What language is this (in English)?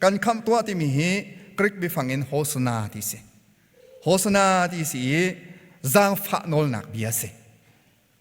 Hakha Chin